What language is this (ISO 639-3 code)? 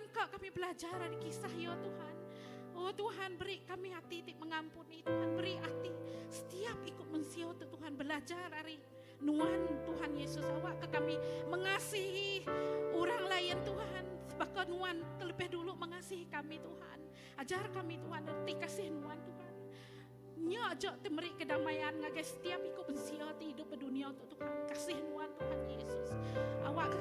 iba